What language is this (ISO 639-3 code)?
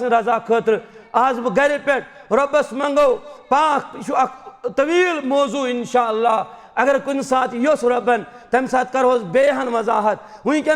kas